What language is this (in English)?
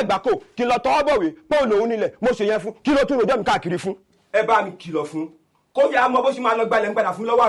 Yoruba